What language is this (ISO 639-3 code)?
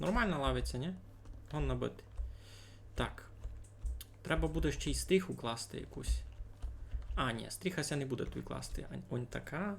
rue